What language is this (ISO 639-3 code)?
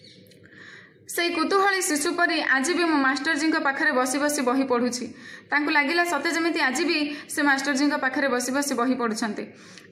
ori